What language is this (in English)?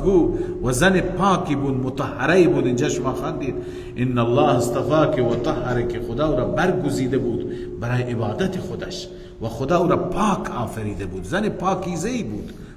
Persian